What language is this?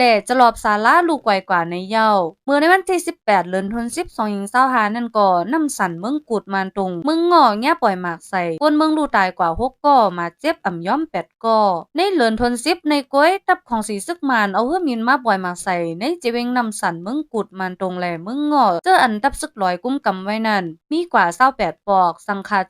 Shan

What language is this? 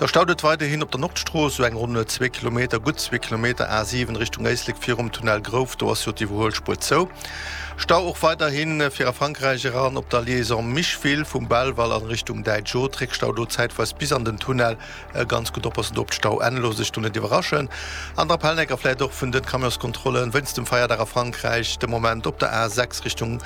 Luxembourgish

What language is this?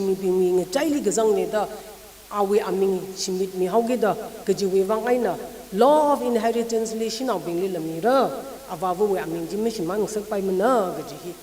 Tangkhul Naga (India)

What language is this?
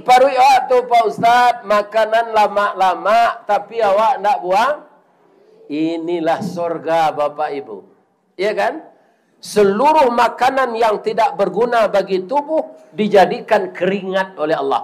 Minangkabau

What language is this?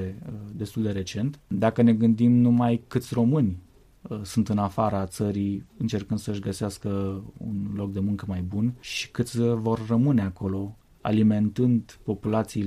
Romanian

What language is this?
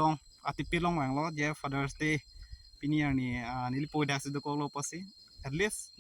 Karbi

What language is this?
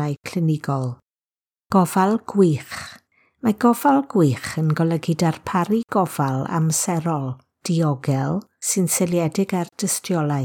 Welsh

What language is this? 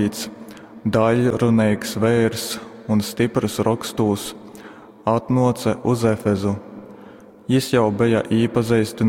Latgalian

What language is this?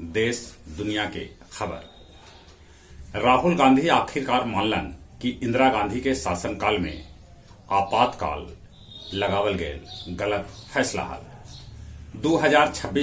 Magahi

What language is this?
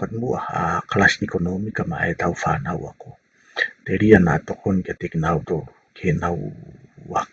Tongan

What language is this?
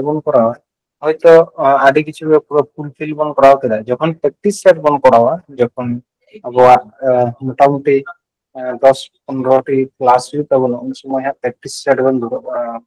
Santali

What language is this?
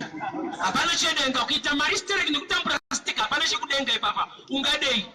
Shona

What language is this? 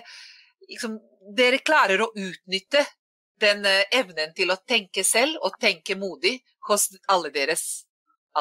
Norwegian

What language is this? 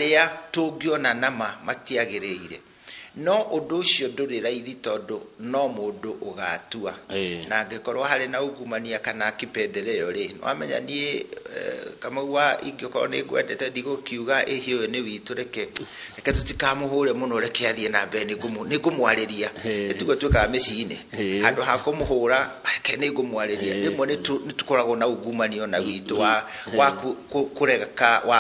Kikuyu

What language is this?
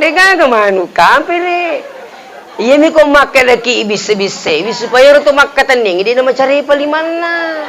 Buginese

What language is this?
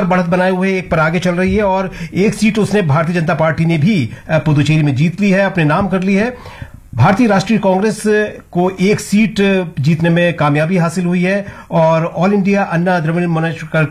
Hindi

